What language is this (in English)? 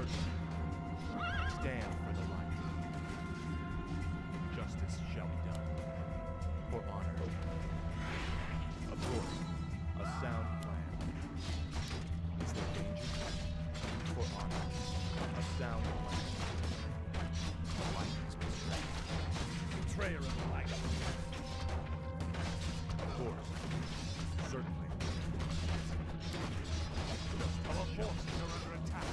English